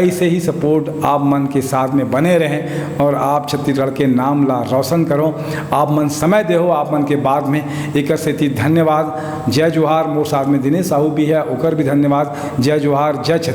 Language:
Chhattisgarhi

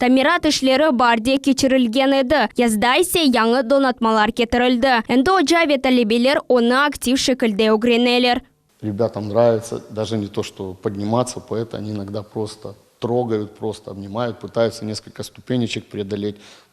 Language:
Crimean Tatar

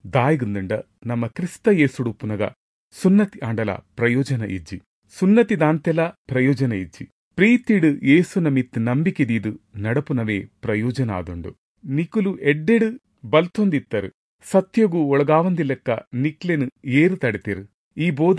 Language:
Tulu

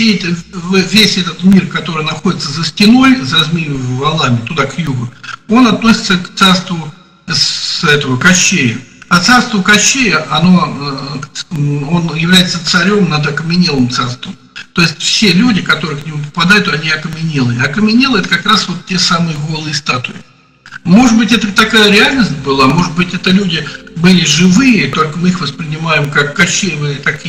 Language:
Russian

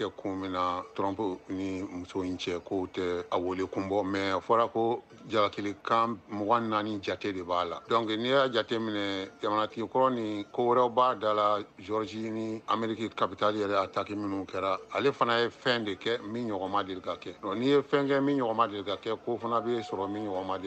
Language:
Bambara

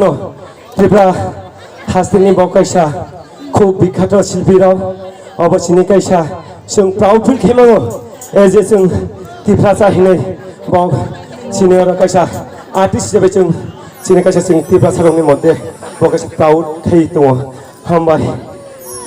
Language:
Kok Borok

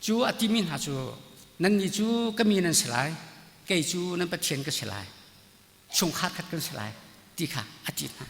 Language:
Hakha Chin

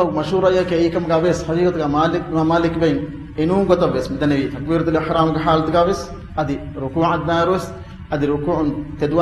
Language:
Divehi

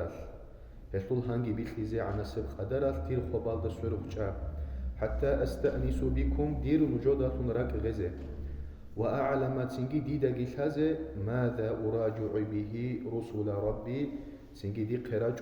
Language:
Avaric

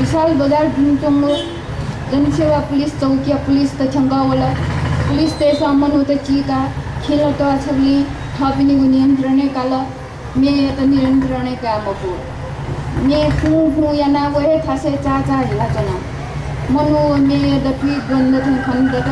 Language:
Newari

